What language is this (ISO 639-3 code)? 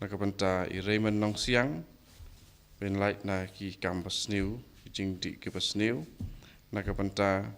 kha